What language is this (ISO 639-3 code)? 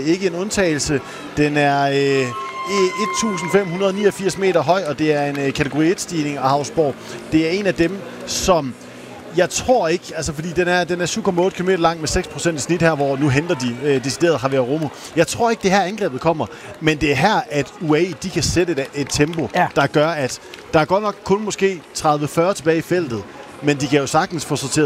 dan